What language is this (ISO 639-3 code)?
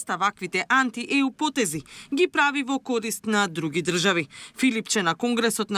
mkd